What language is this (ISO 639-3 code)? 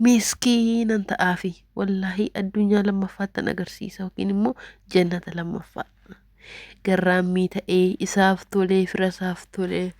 orm